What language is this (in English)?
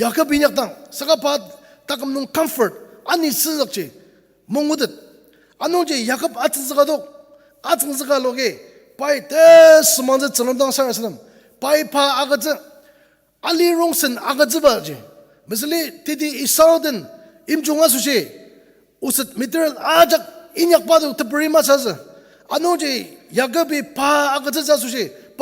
Ao Naga